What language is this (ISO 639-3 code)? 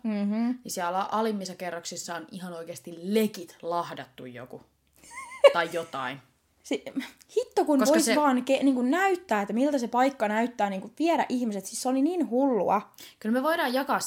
fin